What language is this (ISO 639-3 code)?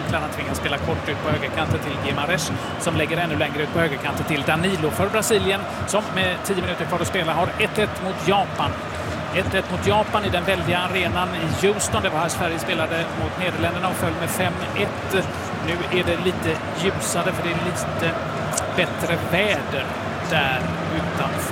swe